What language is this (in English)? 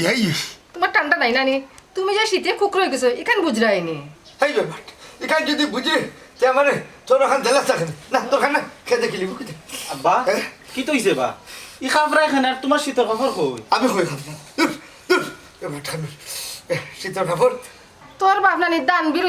Sylheti